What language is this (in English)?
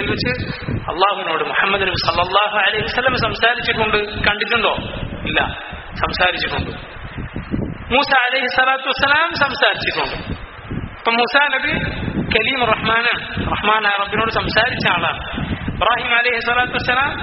Malayalam